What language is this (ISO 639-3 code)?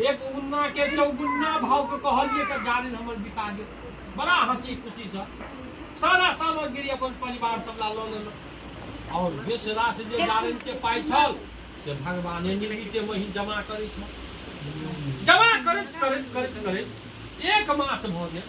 mai